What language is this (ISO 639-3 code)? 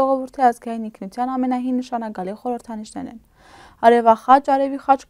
hyw